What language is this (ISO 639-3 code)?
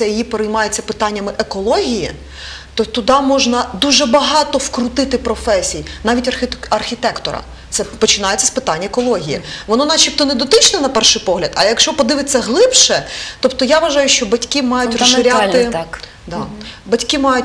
ukr